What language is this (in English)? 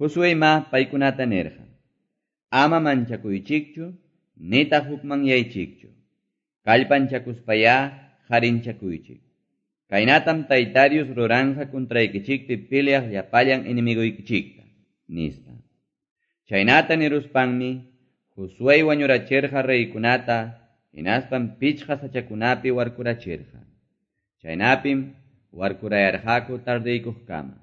Quechua